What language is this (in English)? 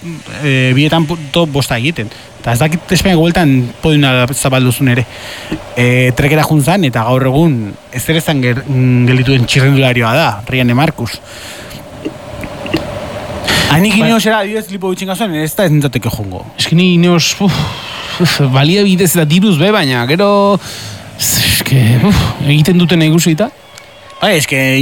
Basque